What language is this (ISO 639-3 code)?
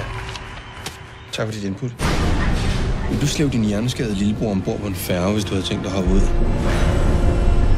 dan